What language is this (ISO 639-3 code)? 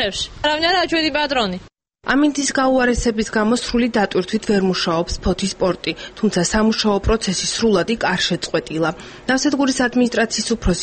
kat